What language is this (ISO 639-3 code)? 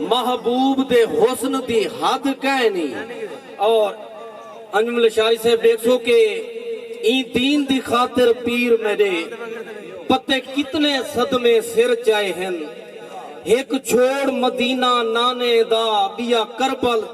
skr